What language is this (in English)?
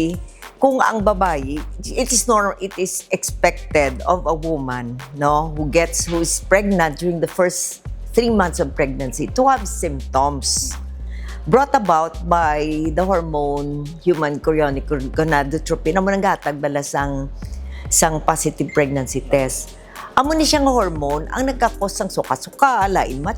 Hiligaynon